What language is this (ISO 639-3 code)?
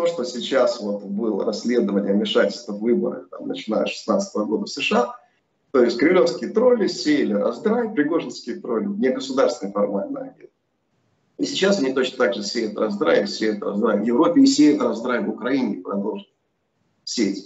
rus